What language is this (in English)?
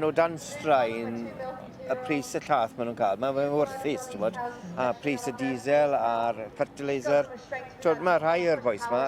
Welsh